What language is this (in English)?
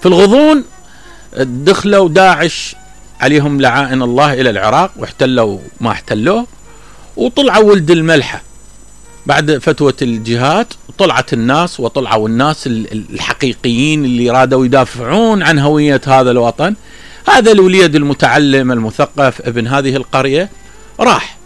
Mesopotamian Arabic